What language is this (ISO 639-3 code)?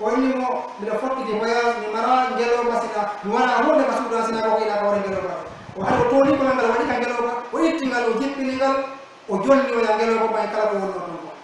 fuf